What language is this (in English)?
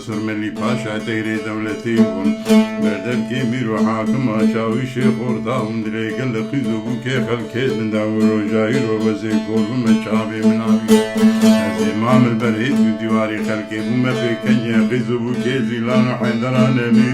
Kurdish